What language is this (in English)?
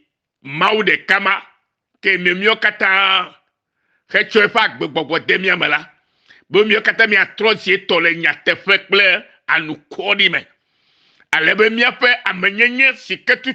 Ewe